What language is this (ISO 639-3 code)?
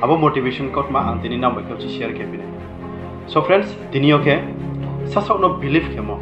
ria